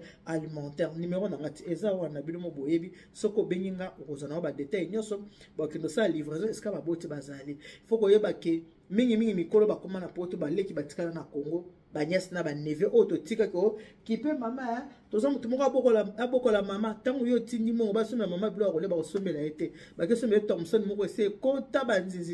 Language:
Lingala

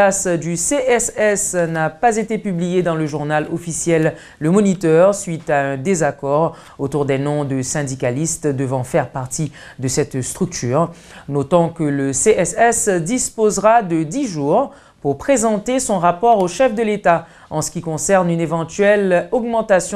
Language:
French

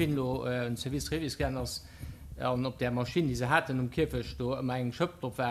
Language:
Luxembourgish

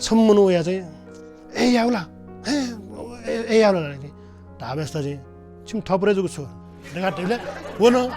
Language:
Newari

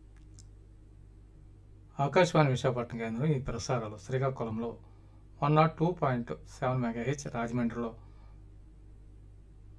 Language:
Telugu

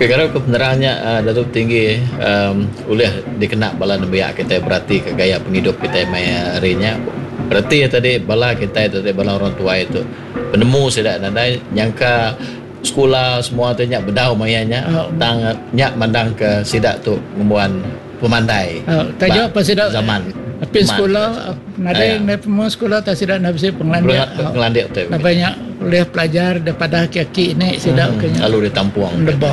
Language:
Iban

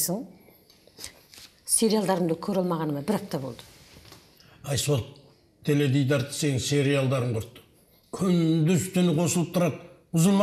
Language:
Kazakh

